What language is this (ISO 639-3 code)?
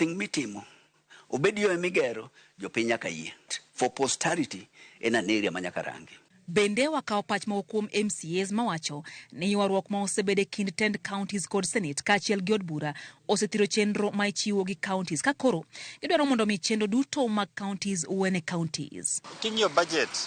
luo